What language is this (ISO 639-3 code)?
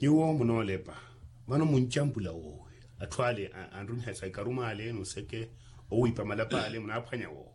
vmw